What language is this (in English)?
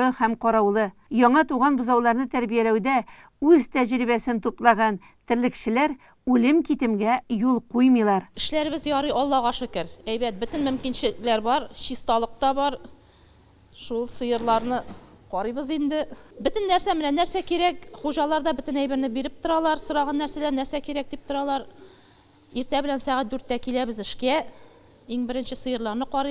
Tatar